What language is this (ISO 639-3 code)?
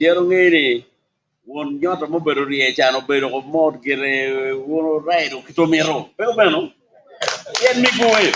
ach